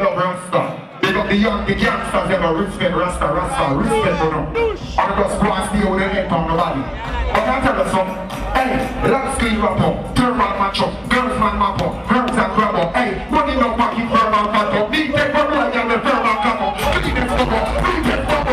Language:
Jamaican Creole English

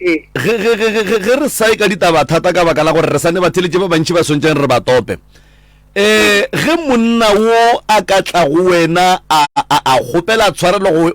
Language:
Northern Sotho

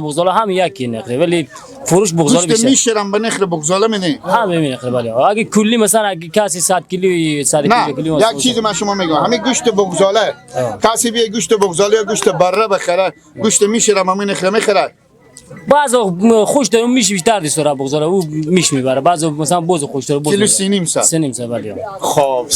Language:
Persian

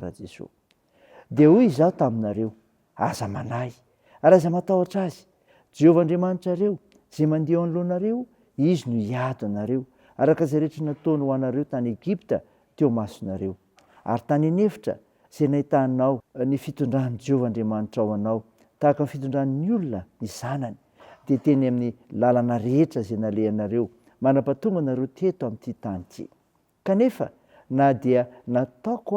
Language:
Malagasy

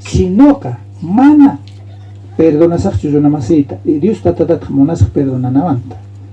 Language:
South Bolivian Quechua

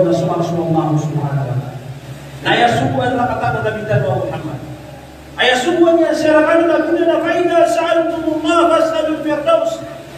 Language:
Maranao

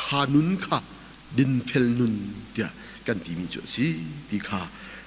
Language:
Hakha Chin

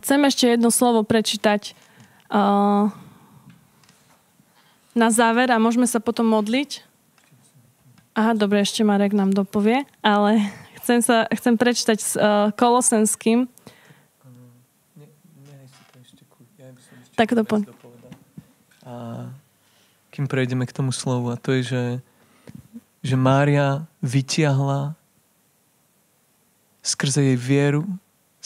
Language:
Slovak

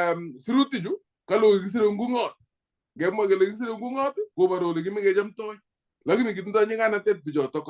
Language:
Kalenjin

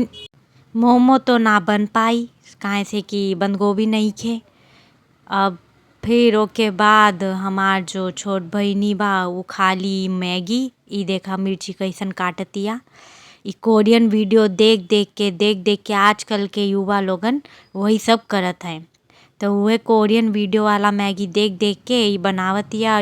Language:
Bhojpuri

